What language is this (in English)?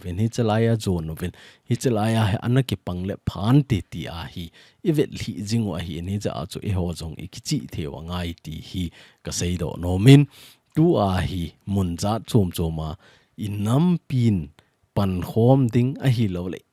Thado Chin